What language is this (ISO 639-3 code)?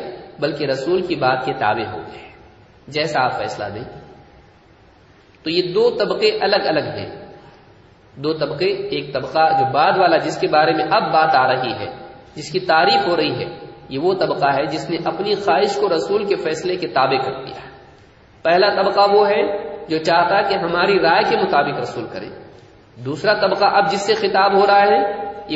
urd